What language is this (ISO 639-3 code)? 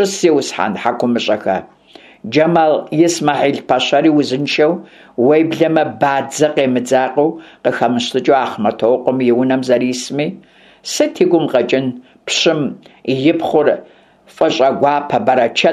kbd